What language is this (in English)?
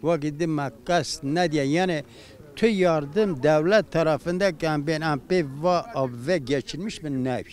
Kurdish